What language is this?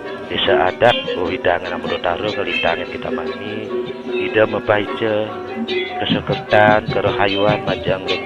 Balinese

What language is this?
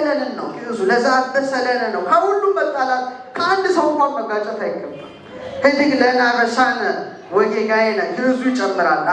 Amharic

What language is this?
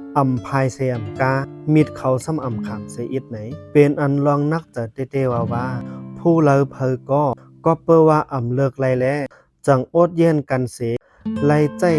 Shan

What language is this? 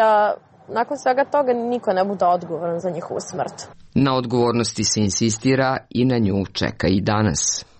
Serbian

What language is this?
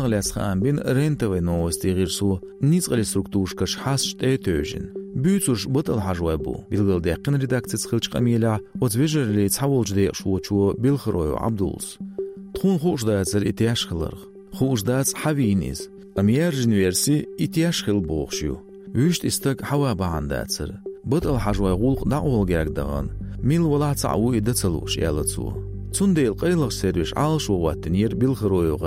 Chechen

